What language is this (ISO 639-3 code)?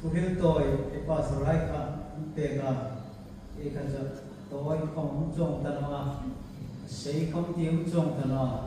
hmr